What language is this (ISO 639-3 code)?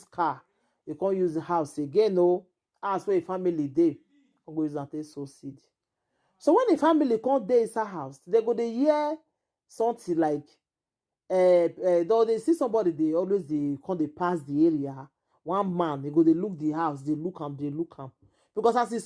pcm